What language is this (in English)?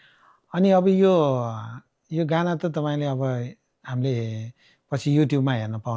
Nepali